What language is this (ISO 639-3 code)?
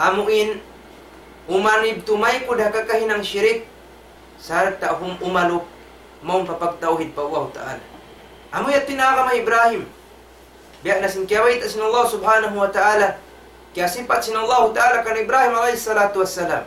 tsg